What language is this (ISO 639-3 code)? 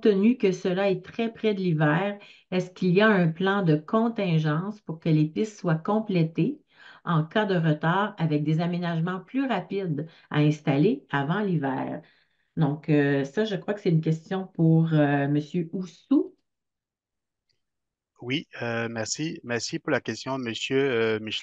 fra